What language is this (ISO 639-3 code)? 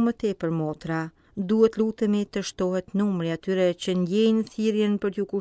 sqi